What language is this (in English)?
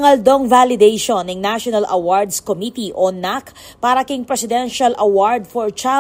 Pampanga